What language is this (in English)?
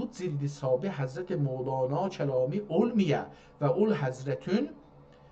South Azerbaijani